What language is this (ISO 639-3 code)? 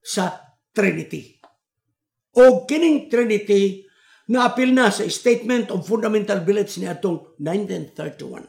ceb